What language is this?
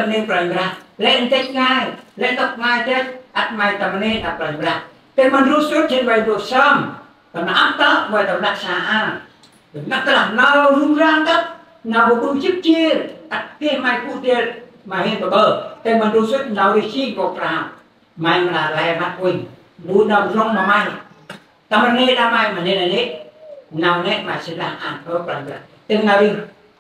Central Mnong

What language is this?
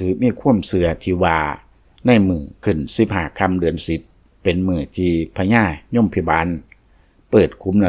Lao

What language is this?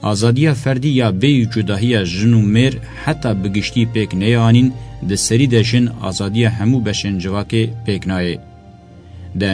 Kurdish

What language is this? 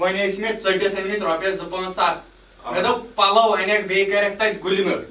Kashmiri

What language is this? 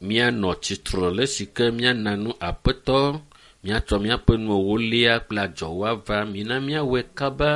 Ewe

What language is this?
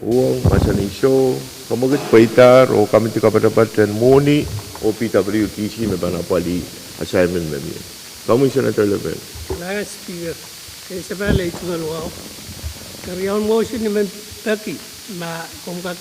Pohnpeian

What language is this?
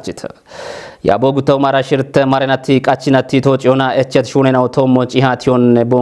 Kafa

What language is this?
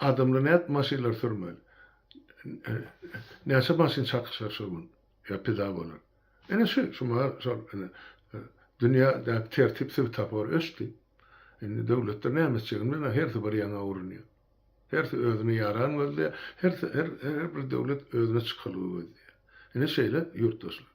Turkmen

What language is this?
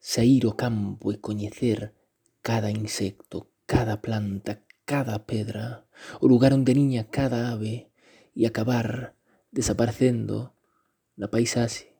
Galician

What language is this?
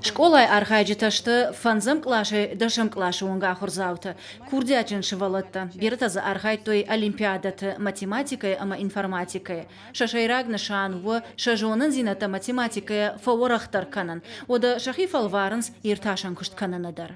Ossetic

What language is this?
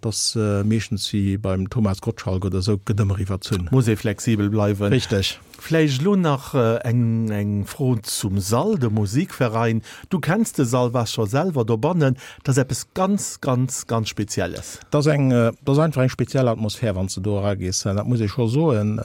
Luxembourgish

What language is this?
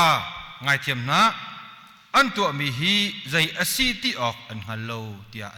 Hakha Chin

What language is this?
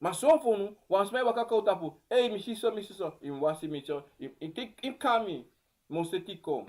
Sranan Tongo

